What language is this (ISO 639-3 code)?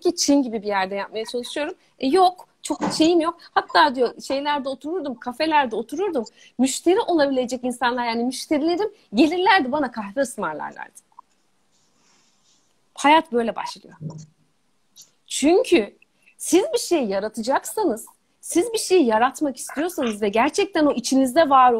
tur